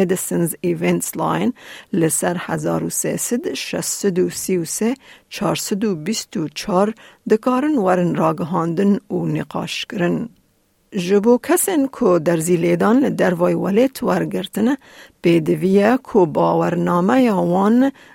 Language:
Kurdish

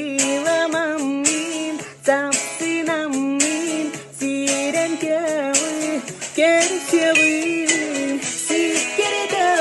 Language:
Yakut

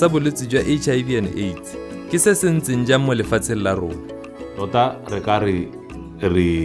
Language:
Tswana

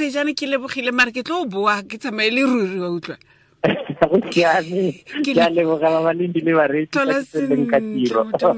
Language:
Tswana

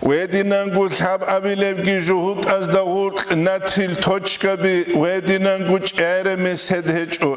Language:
Avaric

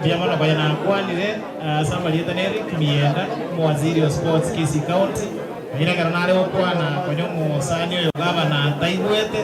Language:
Gusii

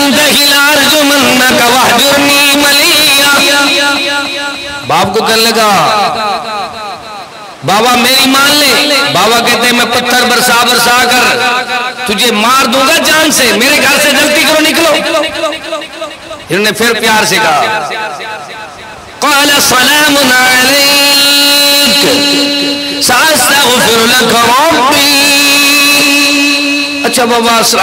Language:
Urdu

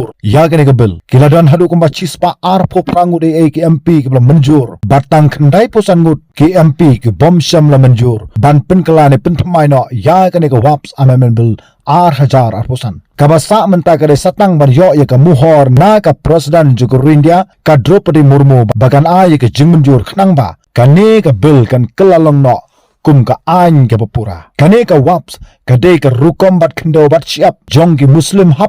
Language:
Khasi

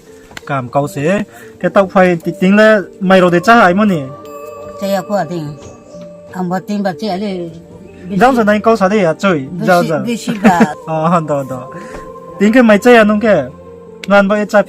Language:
Riang (India)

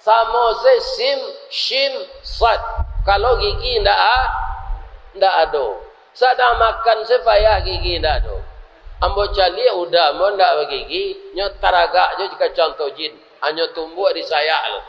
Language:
Minangkabau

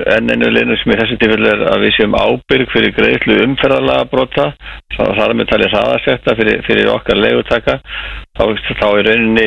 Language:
Icelandic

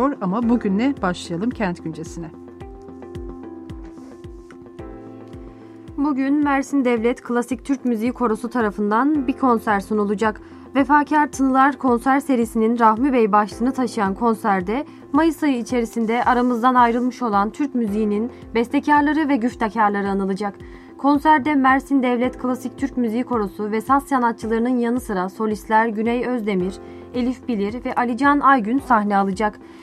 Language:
Turkish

